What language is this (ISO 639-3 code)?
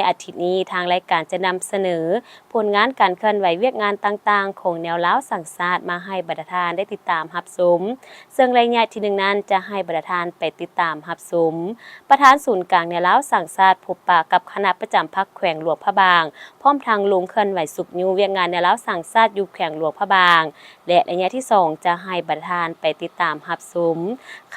lao